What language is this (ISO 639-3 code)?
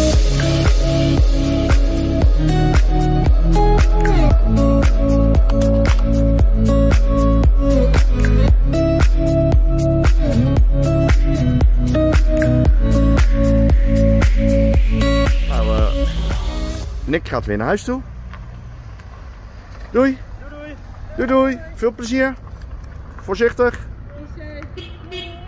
nld